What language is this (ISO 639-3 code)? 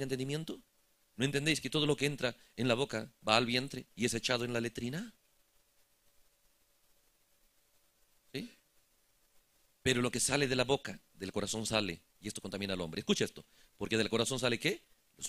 spa